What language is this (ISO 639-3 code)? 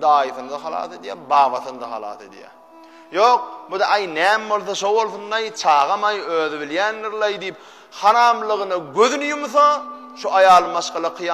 tuk